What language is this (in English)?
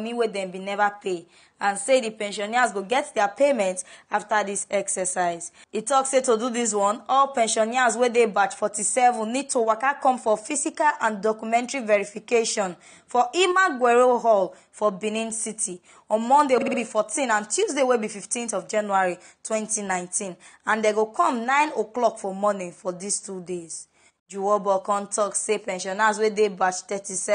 Nigerian Pidgin